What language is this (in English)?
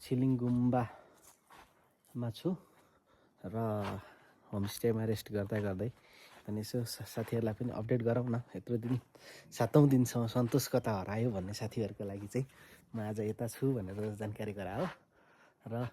Nepali